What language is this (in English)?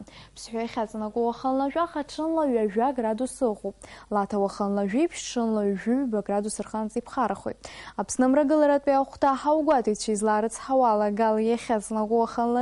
Abkhazian